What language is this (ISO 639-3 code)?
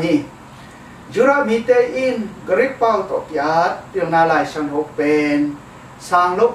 ctd